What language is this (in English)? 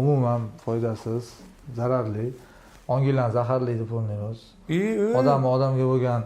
Uzbek